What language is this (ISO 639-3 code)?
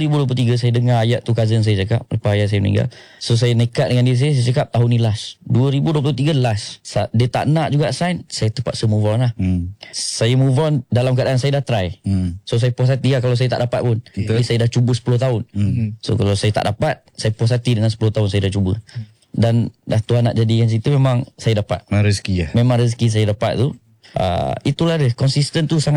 msa